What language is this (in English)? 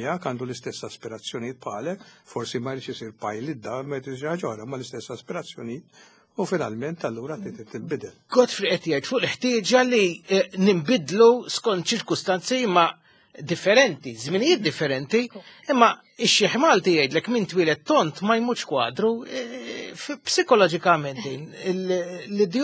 Maltese